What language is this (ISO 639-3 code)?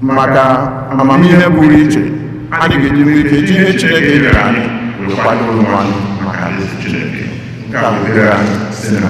ibo